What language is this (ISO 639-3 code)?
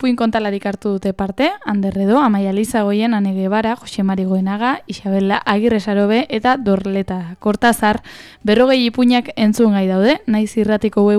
eus